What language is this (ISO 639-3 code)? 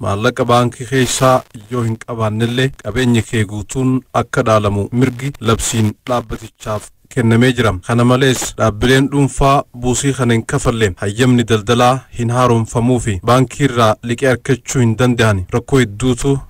orm